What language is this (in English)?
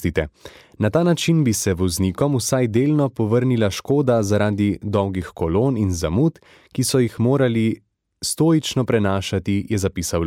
Slovenian